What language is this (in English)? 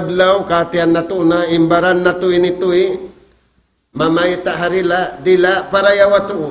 Tausug